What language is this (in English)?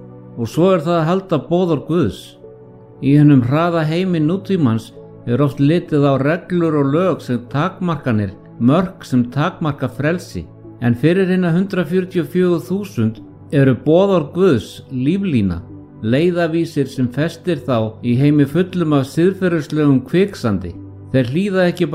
Icelandic